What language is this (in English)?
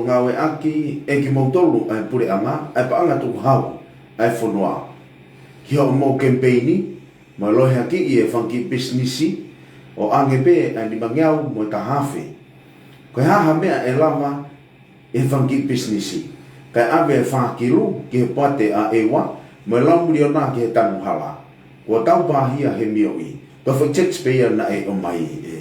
Tongan